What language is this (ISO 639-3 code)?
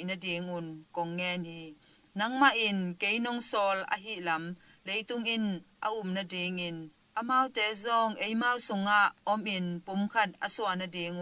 ctd